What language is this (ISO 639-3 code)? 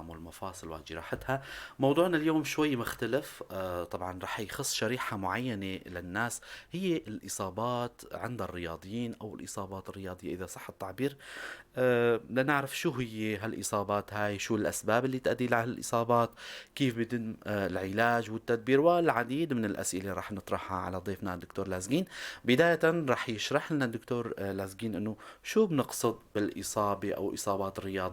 apc